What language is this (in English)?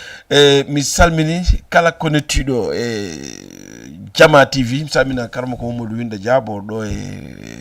Fula